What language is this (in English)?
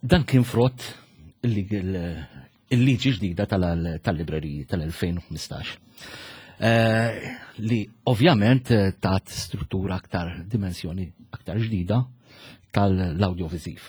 Maltese